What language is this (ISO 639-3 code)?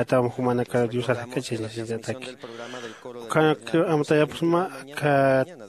aym